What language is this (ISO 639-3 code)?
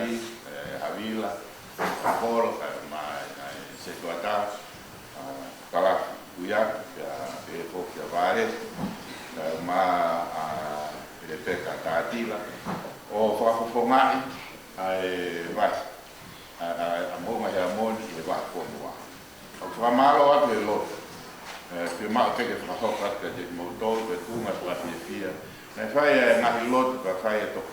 ton